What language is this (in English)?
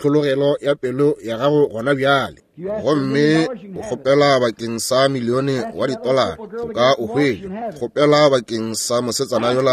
Northern Sotho